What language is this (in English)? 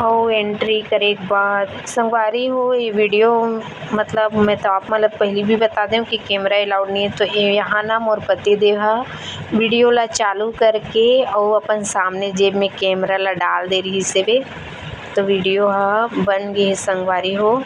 Chhattisgarhi